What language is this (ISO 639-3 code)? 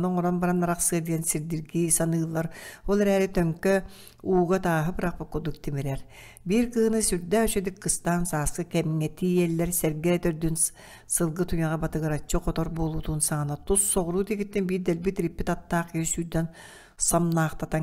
sah